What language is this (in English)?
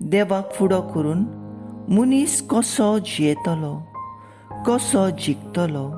Konkani